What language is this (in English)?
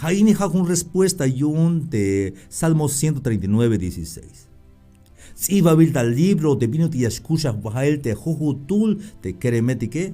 Tzeltal